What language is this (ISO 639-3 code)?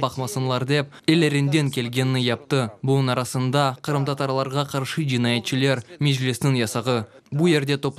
crh